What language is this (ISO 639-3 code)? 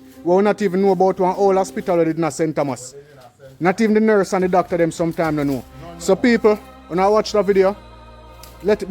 jam